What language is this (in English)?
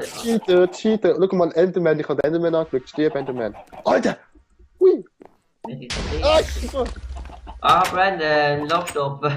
Swiss German